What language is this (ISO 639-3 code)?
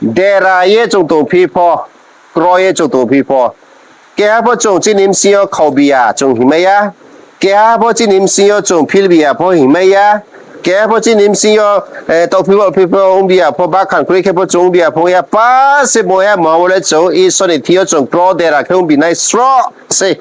ria